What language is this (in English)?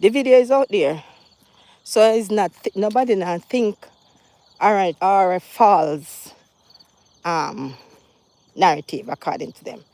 Jamaican Creole English